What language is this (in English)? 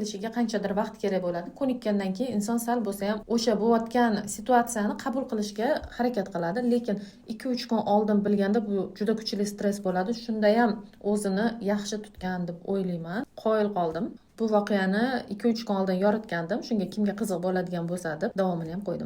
Uzbek